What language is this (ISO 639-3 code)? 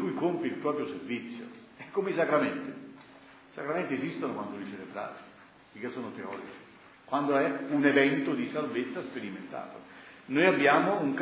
ita